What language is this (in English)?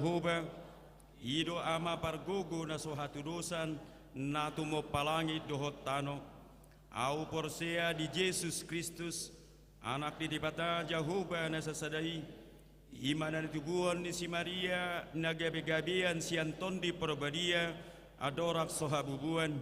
Batak Toba